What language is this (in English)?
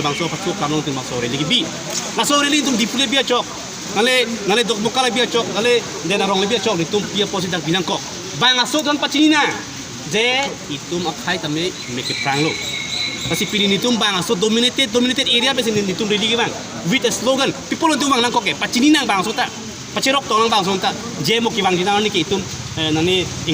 Karbi